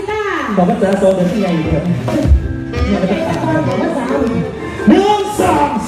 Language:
Thai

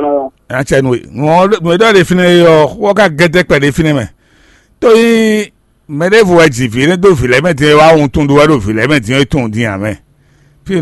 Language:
Fon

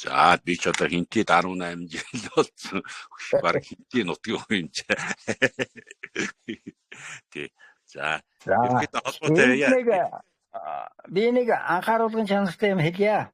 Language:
Mongolian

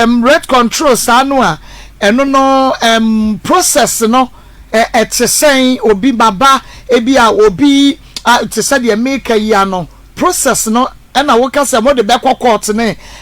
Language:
Akan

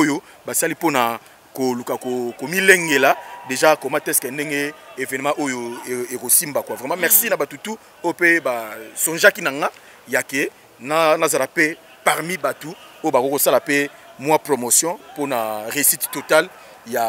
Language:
Lingala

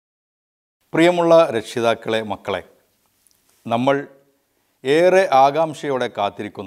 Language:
Malayalam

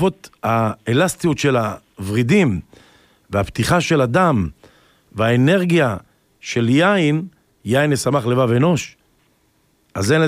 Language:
Hebrew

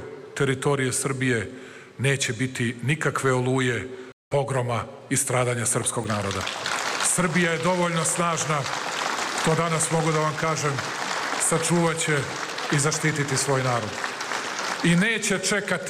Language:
Serbian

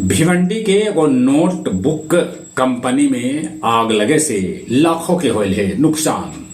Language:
Magahi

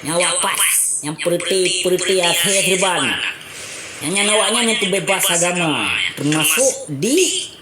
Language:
Achinese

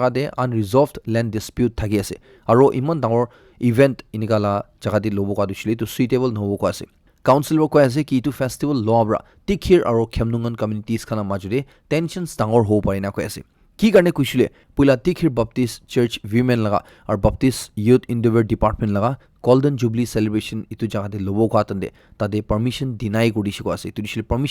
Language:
Naga Pidgin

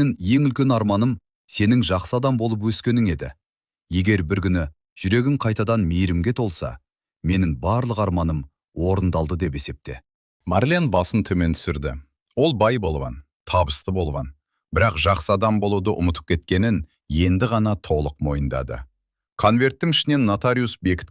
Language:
Kazakh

